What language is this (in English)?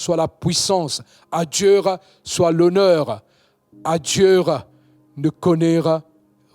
Morisyen